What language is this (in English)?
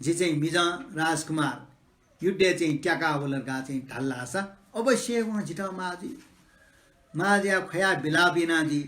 Newari